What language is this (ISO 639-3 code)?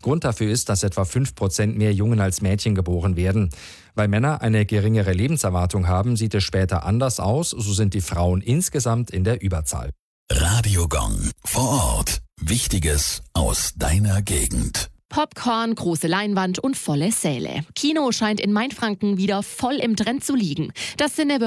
deu